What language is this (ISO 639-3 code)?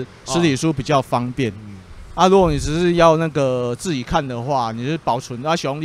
zho